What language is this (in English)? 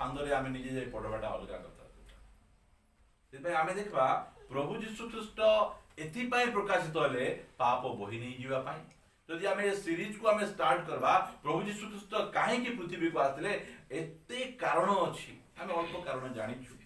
Odia